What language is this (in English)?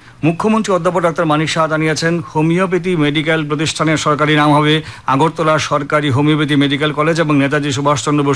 Bangla